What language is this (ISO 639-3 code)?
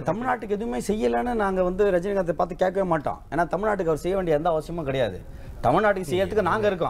tam